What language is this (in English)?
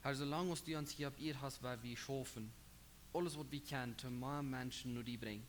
Plautdietsch